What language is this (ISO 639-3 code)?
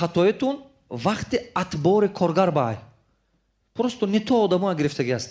tgk